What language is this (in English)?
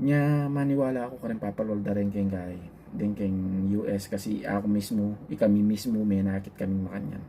Pampanga